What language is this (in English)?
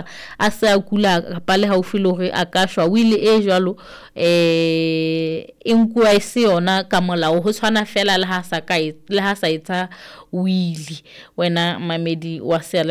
Southern Sotho